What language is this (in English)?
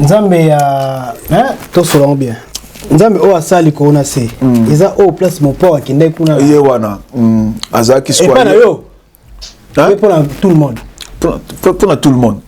Lingala